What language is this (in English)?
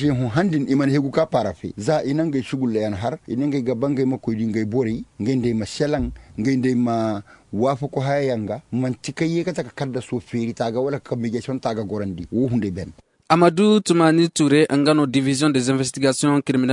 Koyraboro Senni